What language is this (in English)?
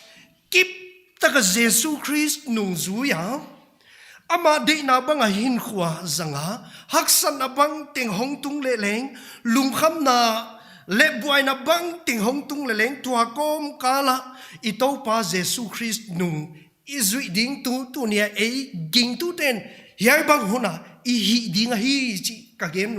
Paite Chin